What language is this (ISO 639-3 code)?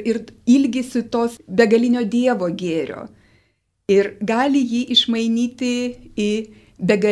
lit